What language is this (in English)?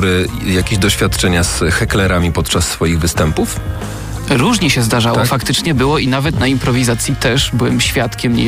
Polish